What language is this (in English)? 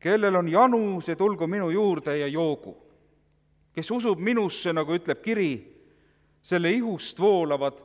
Estonian